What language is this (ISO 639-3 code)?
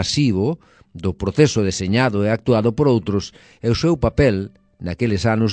glg